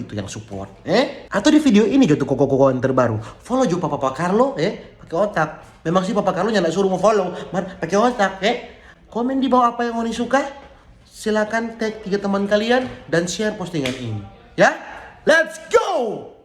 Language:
Manado Malay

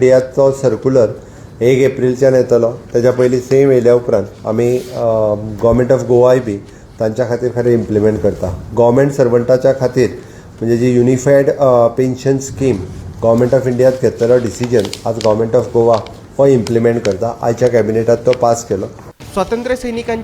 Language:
Konkani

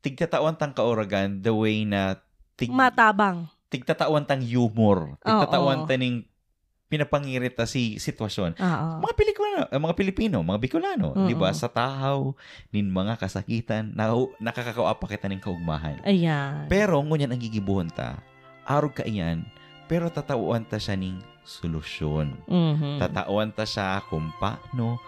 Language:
Bikol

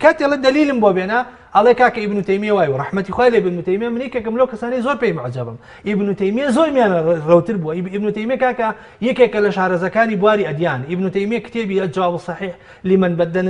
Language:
Central Kurdish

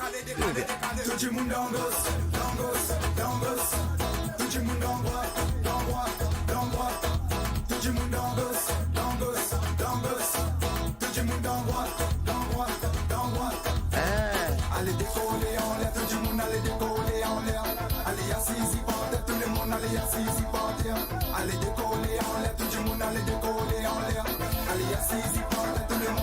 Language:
Morisyen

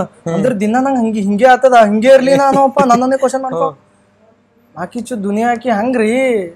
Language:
Kannada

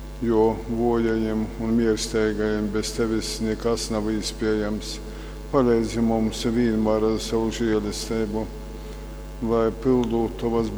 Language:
Latgalian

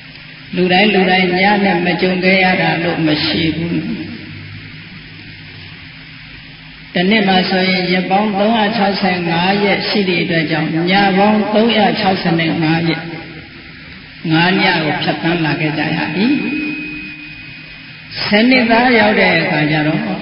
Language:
Burmese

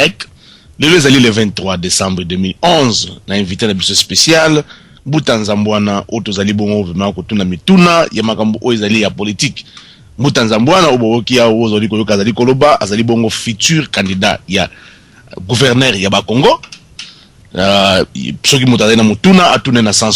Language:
Lingala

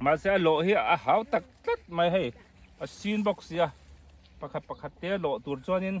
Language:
Mizo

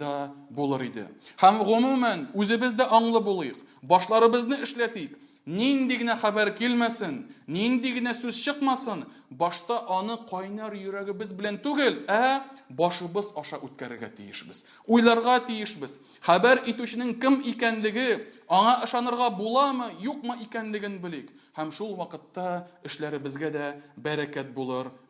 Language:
Tatar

